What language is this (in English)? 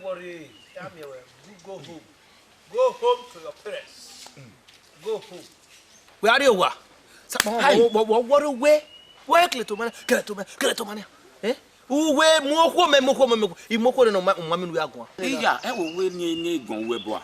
Bini